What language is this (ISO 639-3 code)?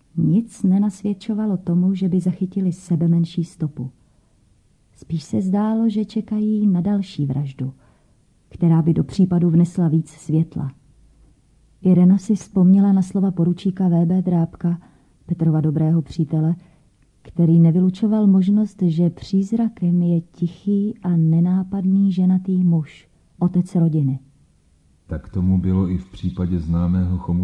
ces